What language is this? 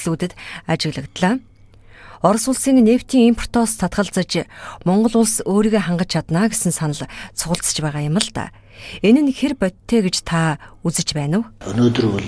Mongolian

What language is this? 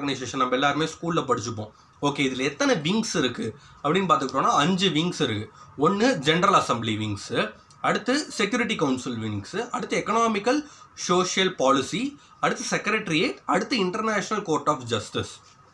Tamil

